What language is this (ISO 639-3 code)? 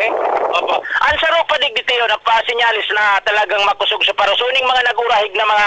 bik